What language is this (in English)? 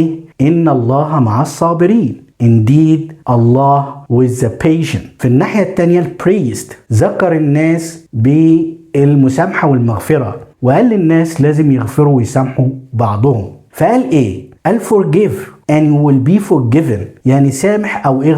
Egyptian Arabic